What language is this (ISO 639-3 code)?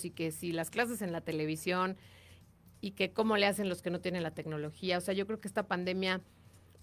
spa